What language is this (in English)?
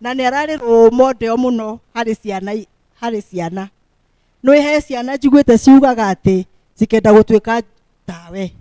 Kikuyu